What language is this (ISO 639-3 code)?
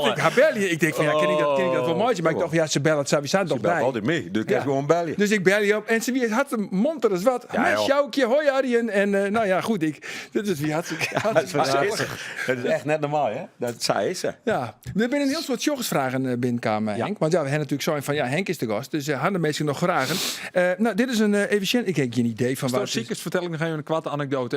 fry